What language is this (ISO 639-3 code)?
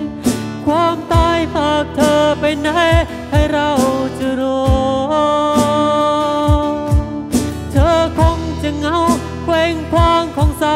tha